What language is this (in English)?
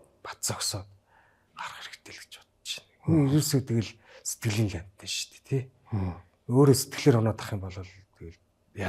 Mongolian